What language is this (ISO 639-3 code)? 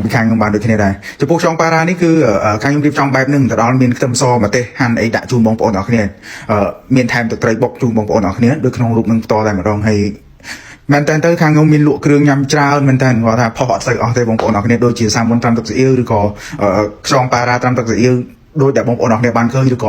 khm